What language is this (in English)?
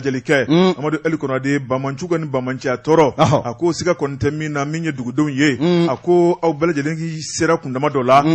Bambara